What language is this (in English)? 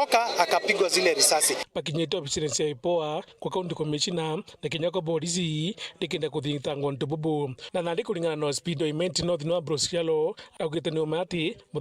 Meru